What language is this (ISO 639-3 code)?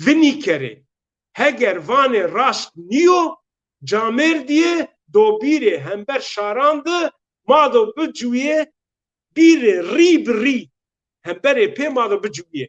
zza